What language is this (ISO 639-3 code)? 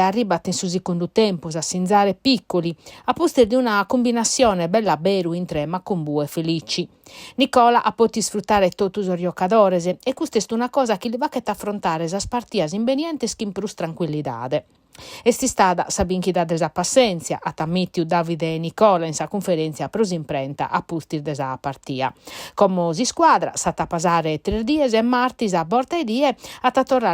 srd